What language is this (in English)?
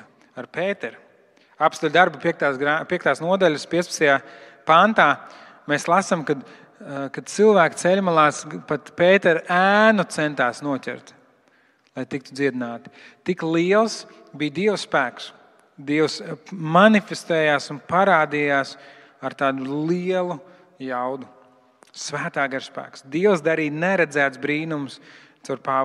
Latvian